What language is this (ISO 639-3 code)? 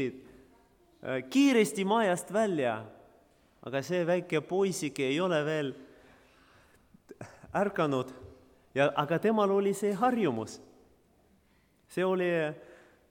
est